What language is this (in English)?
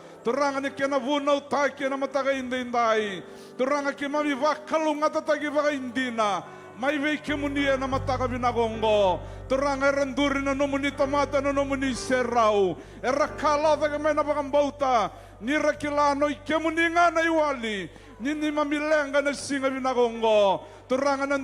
Fijian